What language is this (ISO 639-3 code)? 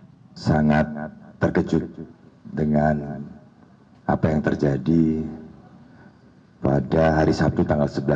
ind